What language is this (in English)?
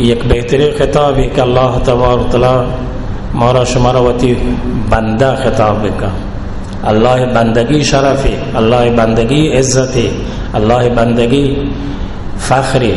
Baluchi